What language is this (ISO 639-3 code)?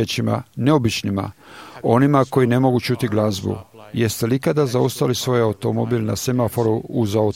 hrv